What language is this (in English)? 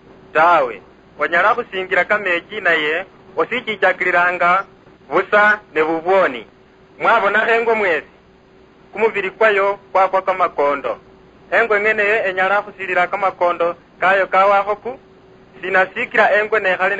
Luyia